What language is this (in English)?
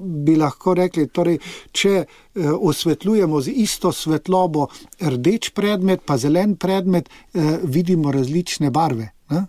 Slovenian